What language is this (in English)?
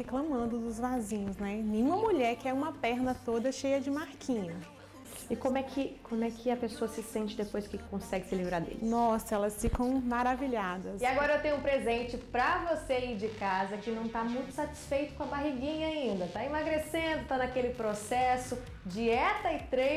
Portuguese